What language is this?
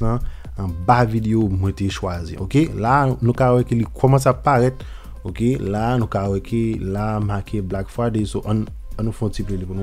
Haitian Creole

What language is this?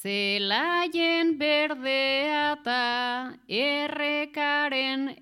Basque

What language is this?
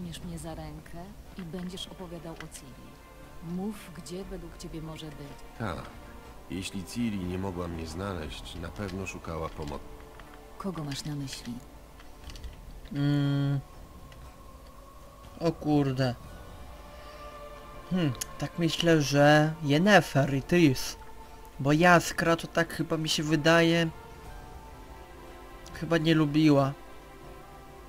Polish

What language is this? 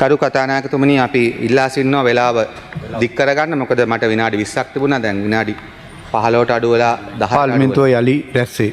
Sinhala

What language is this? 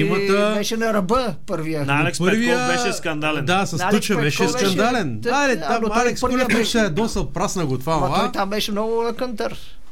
Bulgarian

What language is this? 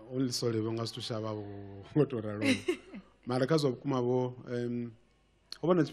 Venda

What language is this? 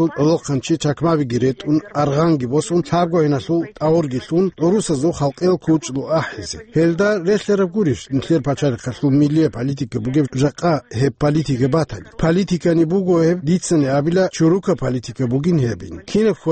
Avaric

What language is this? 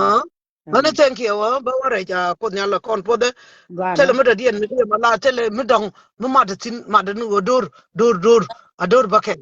Nuer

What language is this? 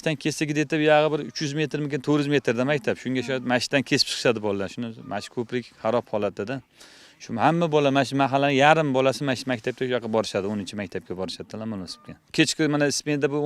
Uzbek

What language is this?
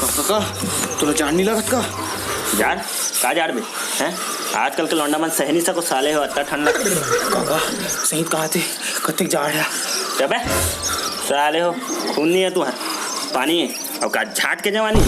Chhattisgarhi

